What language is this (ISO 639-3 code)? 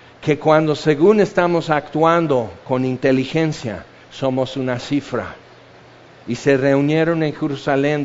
spa